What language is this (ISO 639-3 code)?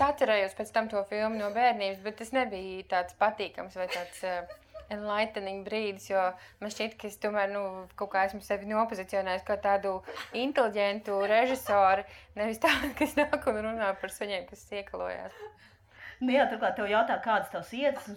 lav